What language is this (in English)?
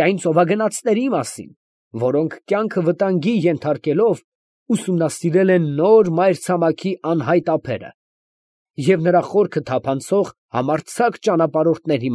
Armenian